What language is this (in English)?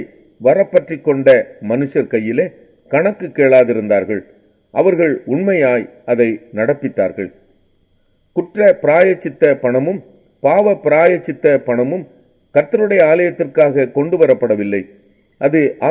Tamil